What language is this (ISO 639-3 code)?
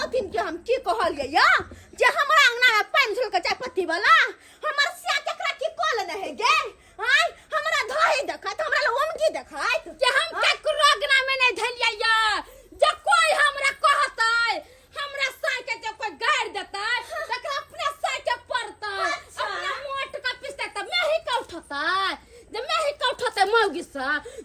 mai